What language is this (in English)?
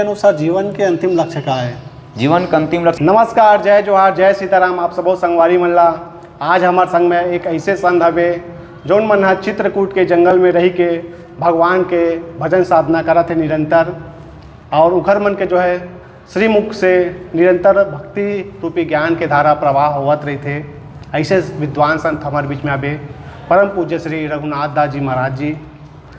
Chhattisgarhi